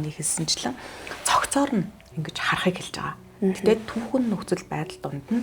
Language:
Mongolian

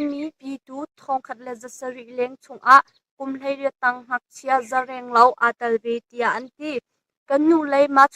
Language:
Hakha Chin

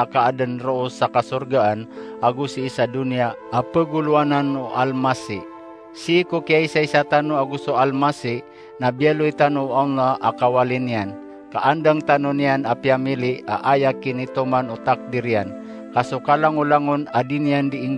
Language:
Maranao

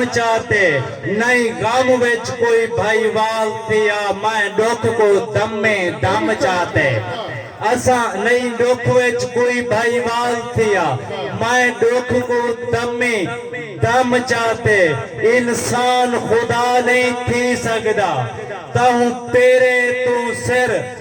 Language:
Saraiki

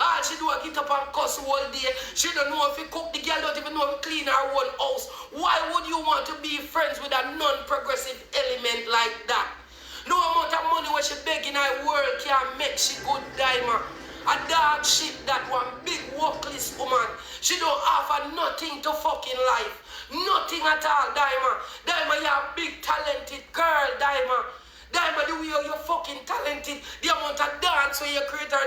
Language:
Jamaican Creole English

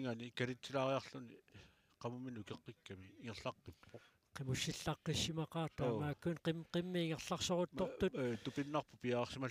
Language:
Kalaallisut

